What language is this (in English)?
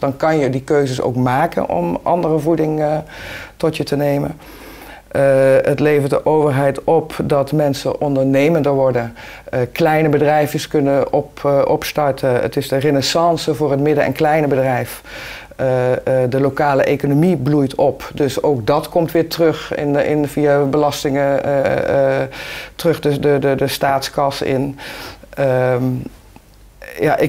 Dutch